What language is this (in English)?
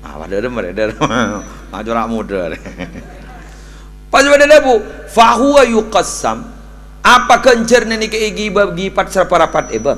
Madurese